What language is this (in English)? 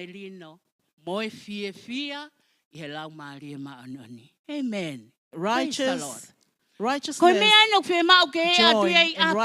Tongan